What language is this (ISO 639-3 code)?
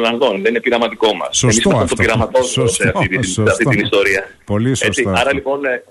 ell